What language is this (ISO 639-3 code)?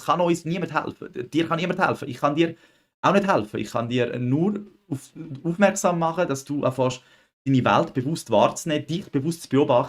gsw